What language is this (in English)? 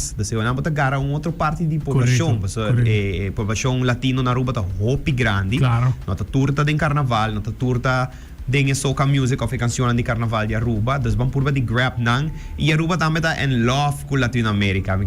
Papiamento